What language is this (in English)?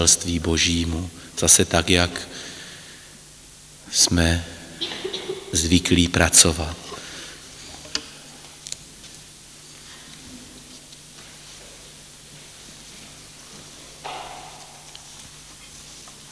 Czech